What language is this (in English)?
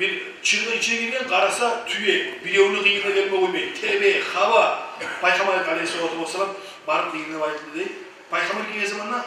Kumyk